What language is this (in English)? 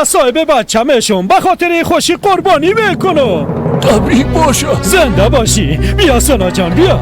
Persian